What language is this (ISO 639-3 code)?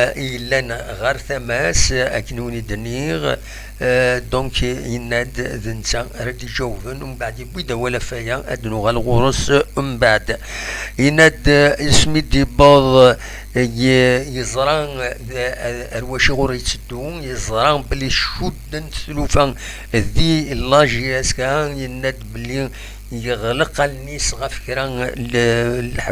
kab